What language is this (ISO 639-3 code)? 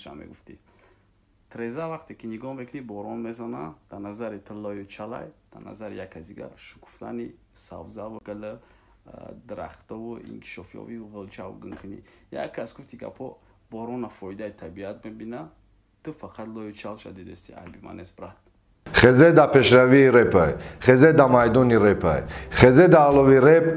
tgk